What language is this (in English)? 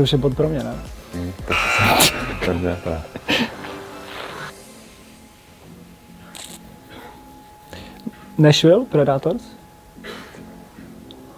Czech